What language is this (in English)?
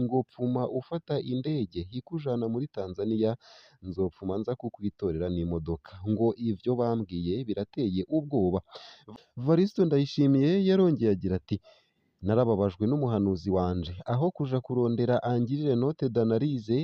Rundi